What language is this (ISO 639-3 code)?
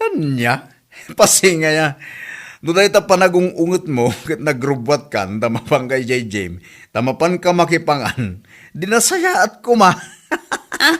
ilo